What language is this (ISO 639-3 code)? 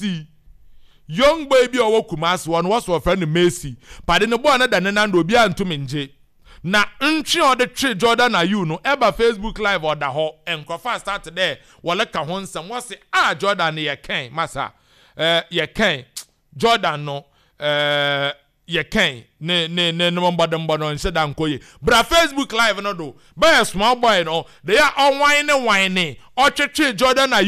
aka